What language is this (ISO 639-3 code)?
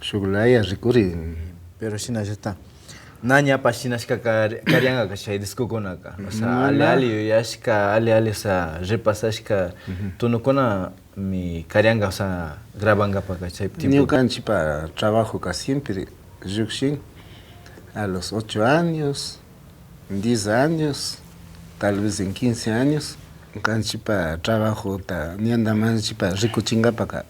qvi